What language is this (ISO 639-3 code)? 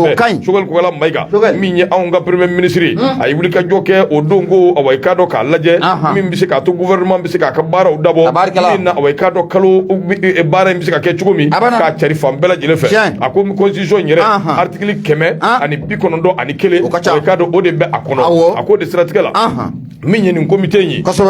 bam